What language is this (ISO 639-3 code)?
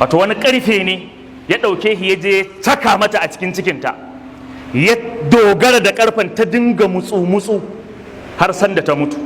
hau